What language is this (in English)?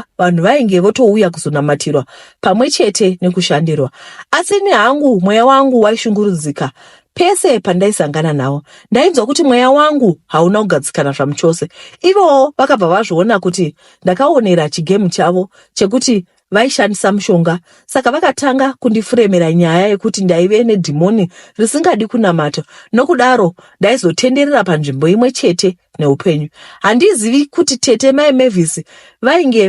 Shona